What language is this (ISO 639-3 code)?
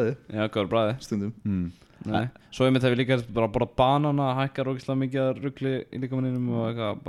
isl